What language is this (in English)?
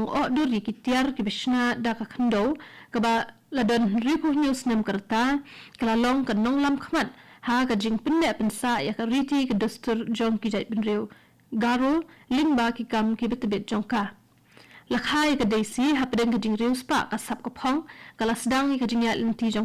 Khasi